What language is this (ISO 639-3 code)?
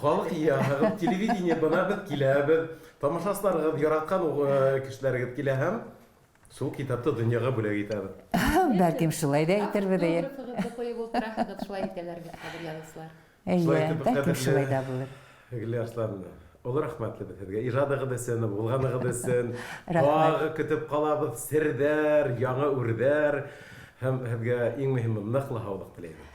bak